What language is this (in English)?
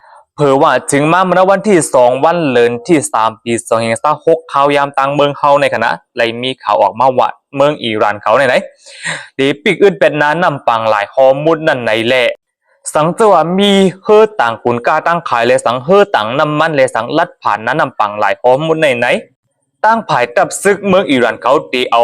Shan